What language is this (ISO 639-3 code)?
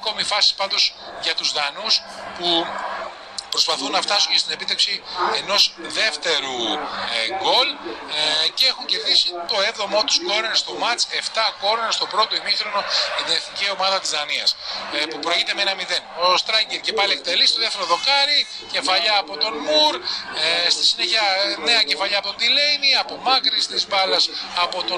ell